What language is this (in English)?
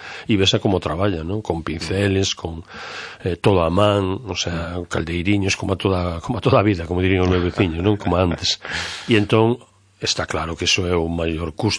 Galician